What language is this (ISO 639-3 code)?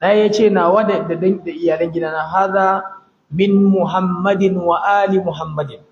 hau